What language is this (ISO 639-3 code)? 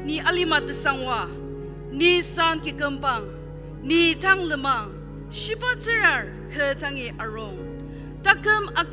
njo